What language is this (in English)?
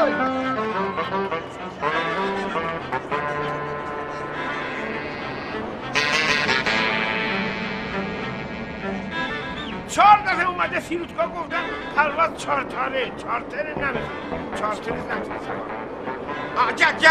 Persian